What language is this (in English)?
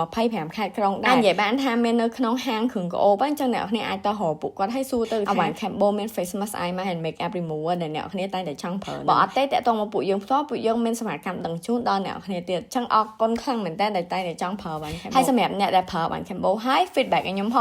Khmer